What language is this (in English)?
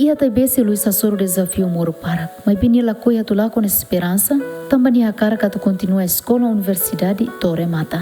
Tetum